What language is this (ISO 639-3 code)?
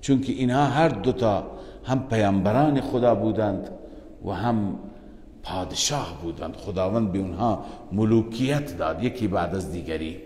fas